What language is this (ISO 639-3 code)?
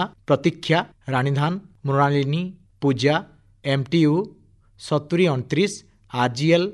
ori